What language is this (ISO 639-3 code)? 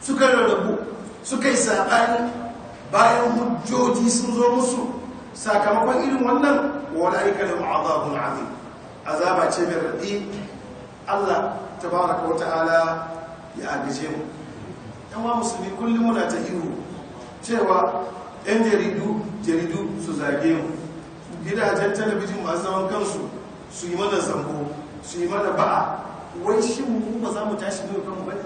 hau